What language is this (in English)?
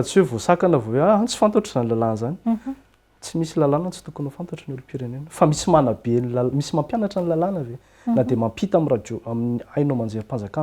Malagasy